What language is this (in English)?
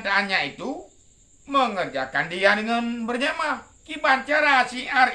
Achinese